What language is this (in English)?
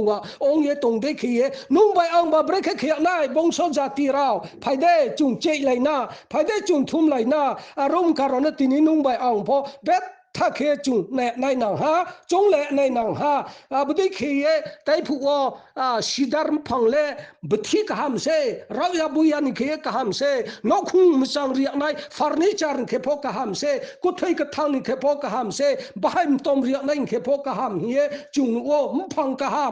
Riang (India)